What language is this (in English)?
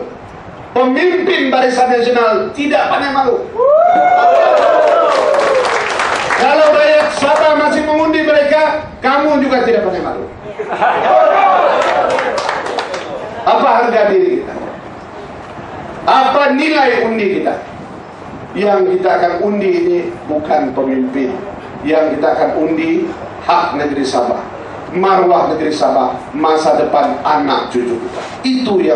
Malay